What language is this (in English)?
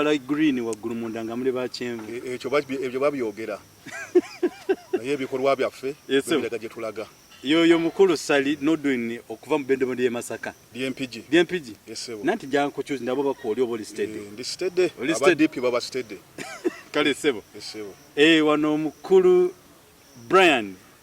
Ganda